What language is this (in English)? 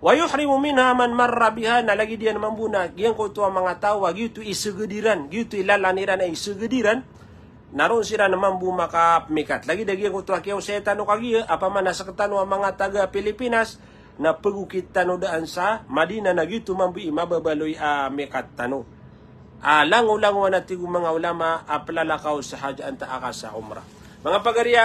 Maranao